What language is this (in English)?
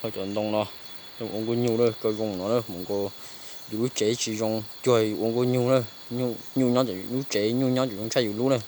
Hmong